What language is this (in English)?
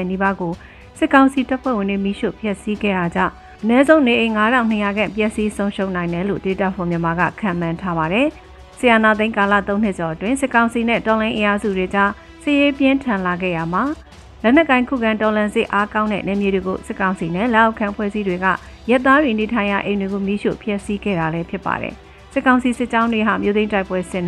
Burmese